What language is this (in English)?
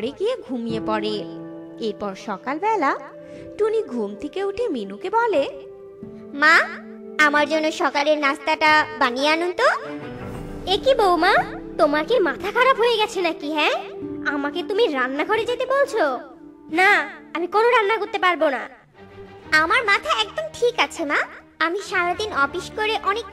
Bangla